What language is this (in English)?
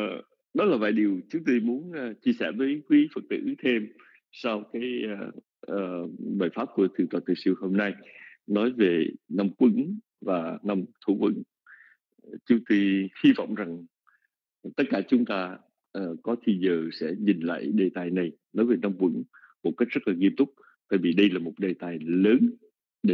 Vietnamese